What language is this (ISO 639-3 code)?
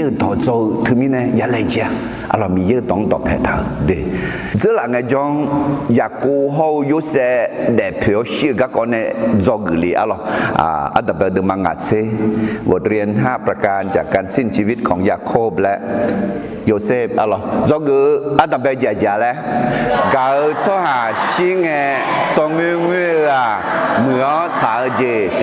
ahk